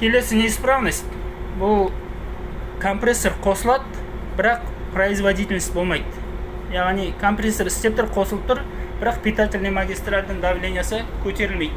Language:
Kazakh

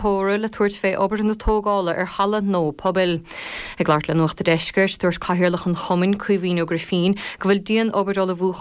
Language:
Irish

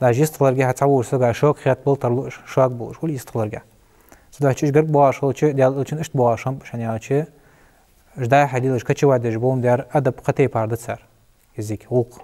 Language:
Ingush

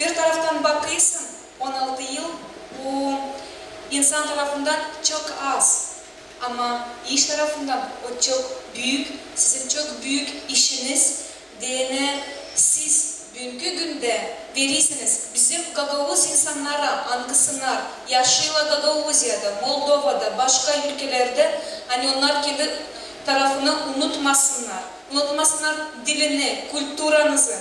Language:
Gagauz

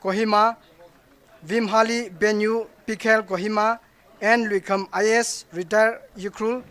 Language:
Tangkhul Naga (India)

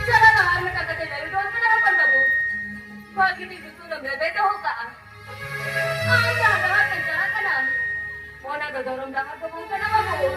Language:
Santali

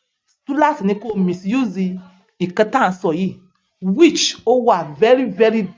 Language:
Yoruba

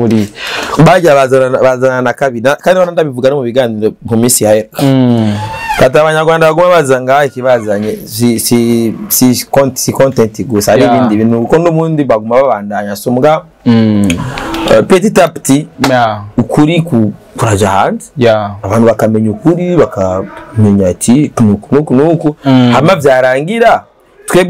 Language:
Rundi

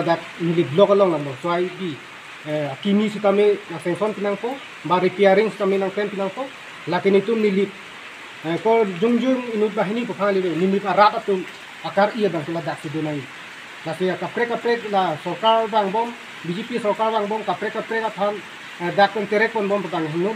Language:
Karbi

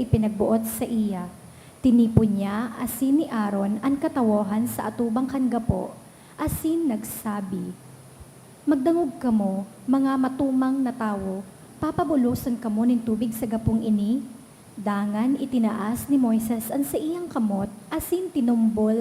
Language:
Bikol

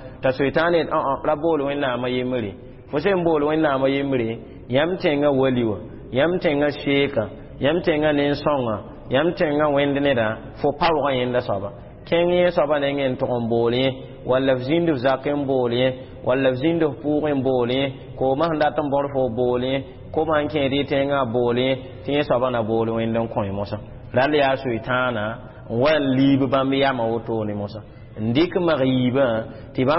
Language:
Mossi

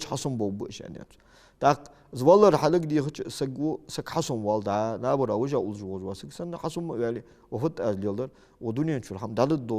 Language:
Ingush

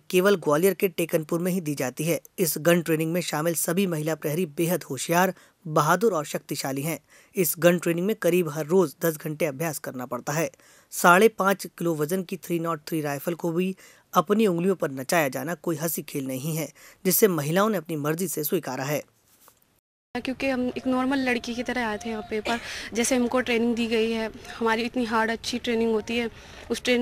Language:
Hindi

